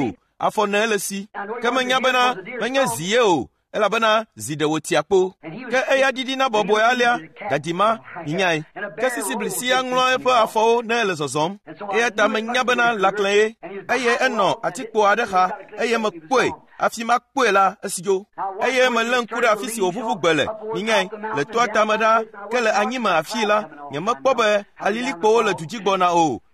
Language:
Ewe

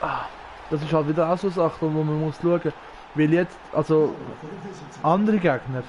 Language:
Swiss German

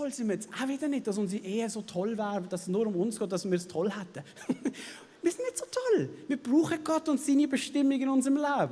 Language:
Swiss German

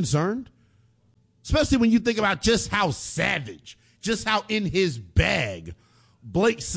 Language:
English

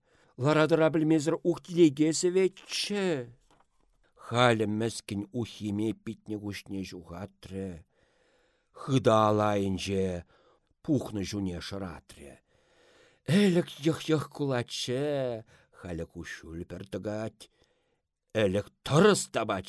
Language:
Chuvash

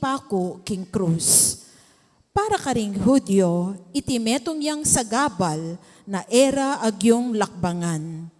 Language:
Pampanga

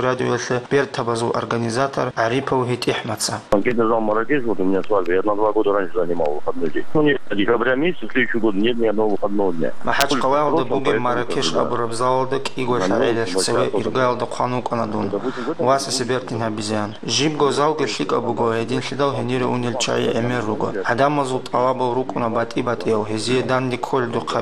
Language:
Avaric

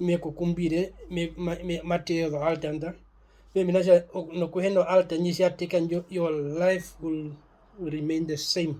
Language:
Herero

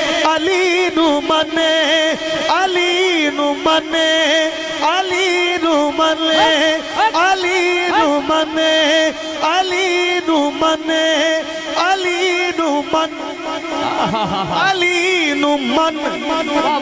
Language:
Urdu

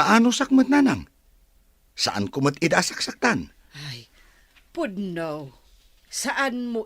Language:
Iloko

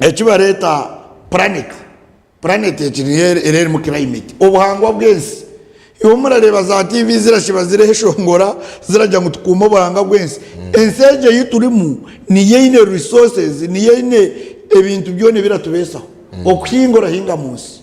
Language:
Nyankole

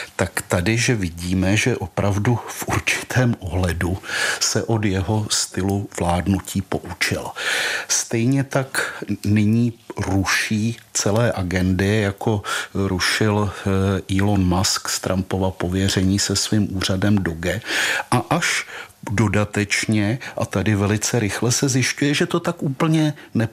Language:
Czech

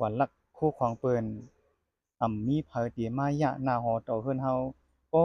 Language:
Shan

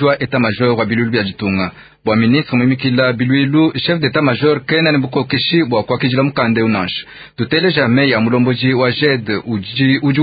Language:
Luba-Lulua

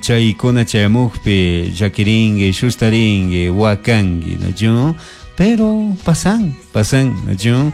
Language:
Chimborazo Highland Quichua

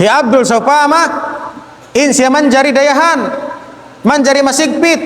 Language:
Tausug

